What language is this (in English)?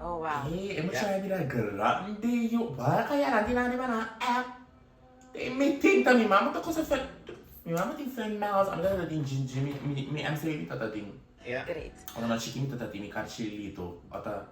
Papiamento